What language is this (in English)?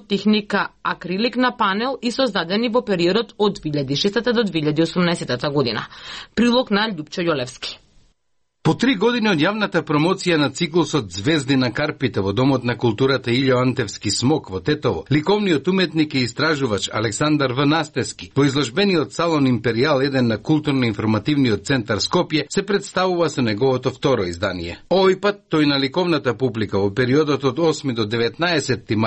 Macedonian